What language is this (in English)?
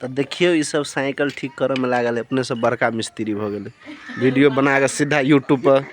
Maithili